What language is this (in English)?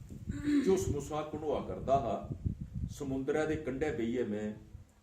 Dogri